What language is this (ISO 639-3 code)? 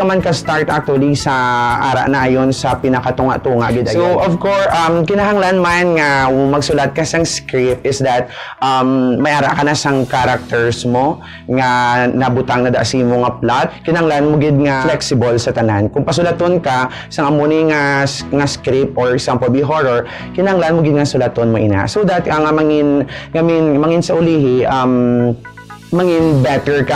hil